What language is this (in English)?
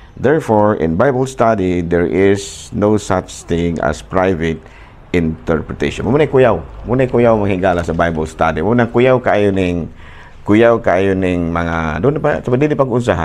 Cebuano